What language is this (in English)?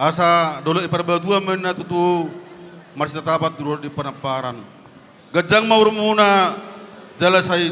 Batak Toba